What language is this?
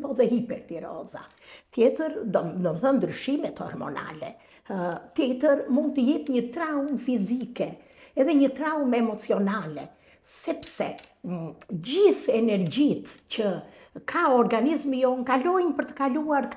Albanian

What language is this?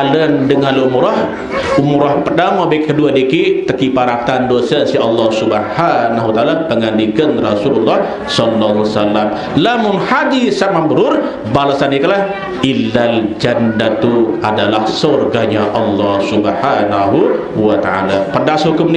Sasak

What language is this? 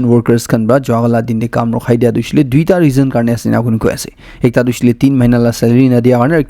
Naga Pidgin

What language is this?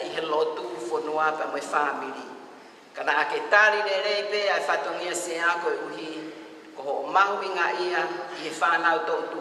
Tongan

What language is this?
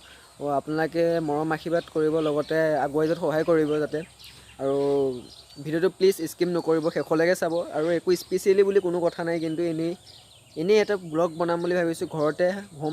Assamese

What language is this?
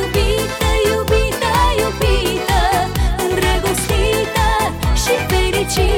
Romanian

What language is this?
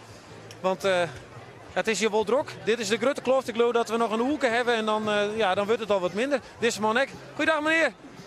Western Frisian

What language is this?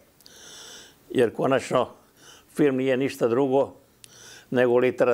Croatian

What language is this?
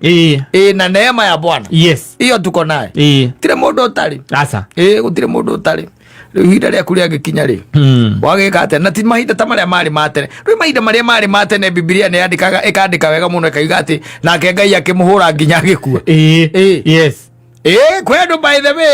Kikuyu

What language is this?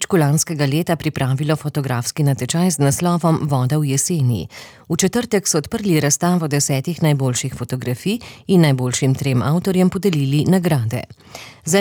Slovenian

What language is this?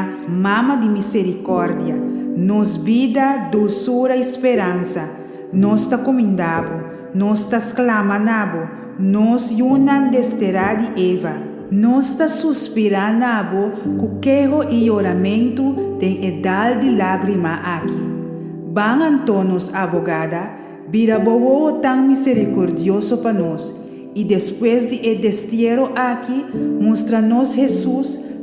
Papiamento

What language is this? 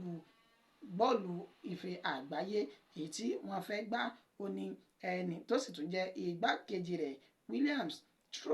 Yoruba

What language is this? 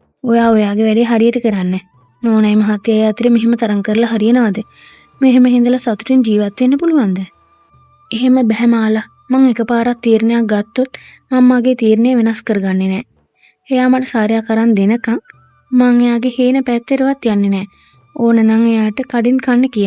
Sinhala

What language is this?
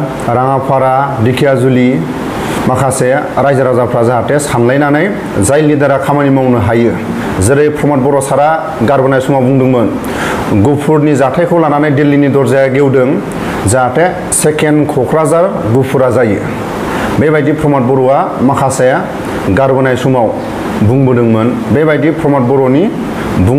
Bodo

